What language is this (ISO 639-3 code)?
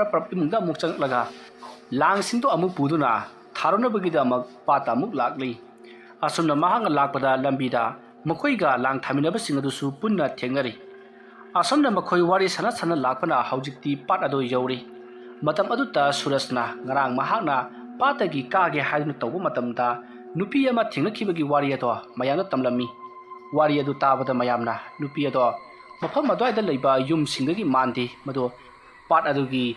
mni